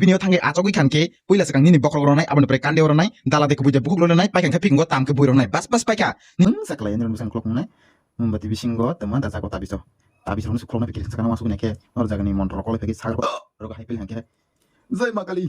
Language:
Kok Borok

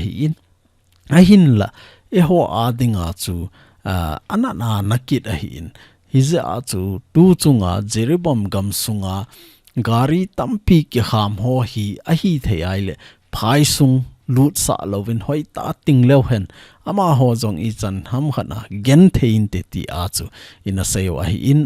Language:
Thado Chin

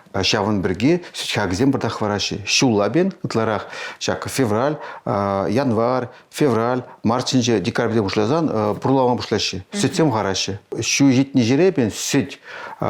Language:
Chuvash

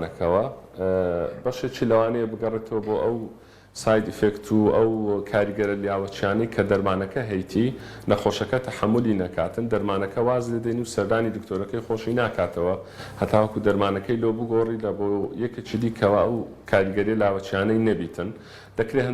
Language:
Central Kurdish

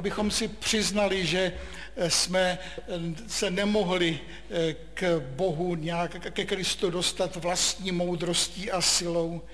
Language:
Czech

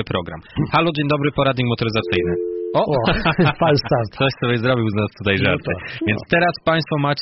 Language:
Polish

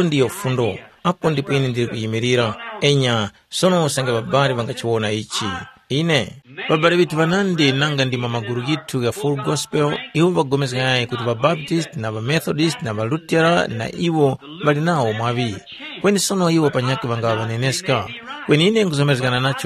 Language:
Tumbuka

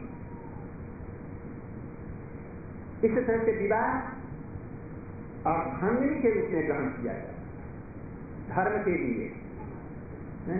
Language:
Hindi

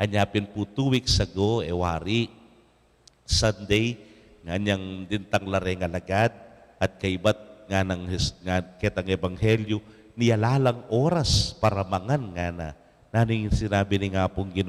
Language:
Pampanga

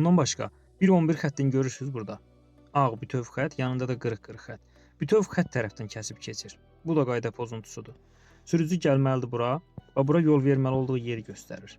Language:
Azerbaijani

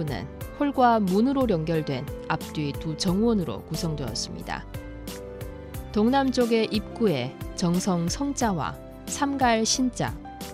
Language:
Korean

